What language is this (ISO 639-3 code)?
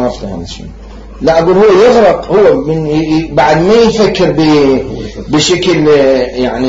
acm